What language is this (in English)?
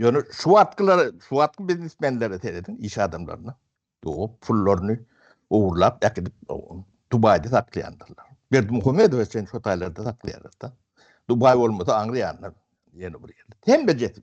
Turkmen